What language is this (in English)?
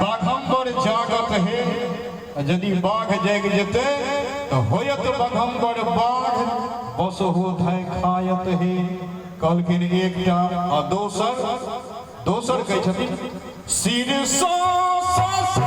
Maithili